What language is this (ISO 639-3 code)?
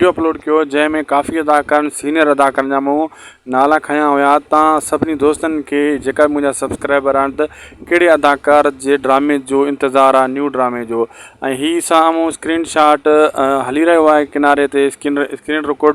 snd